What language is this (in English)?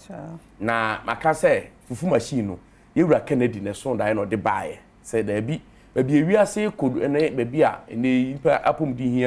Akan